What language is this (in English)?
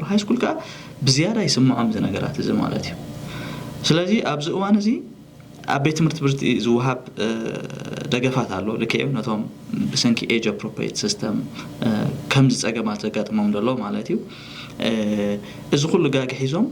Tigrinya